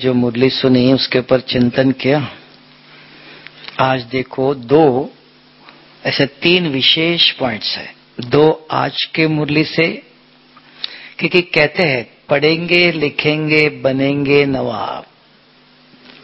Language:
Hindi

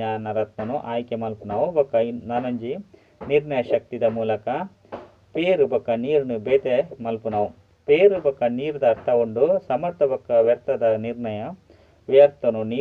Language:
Tulu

